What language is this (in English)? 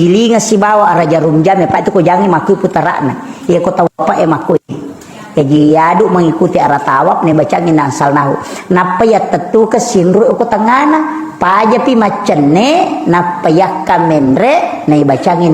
Buginese